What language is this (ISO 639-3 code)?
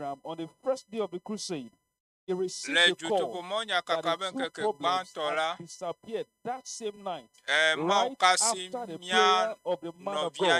ewe